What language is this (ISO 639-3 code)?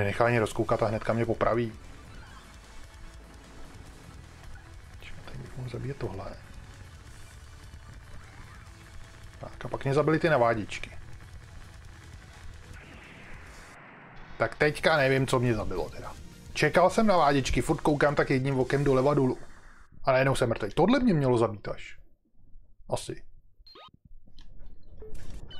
ces